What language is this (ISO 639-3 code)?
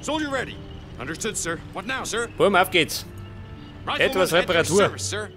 bar